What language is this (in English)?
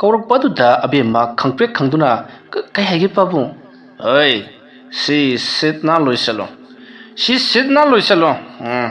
Manipuri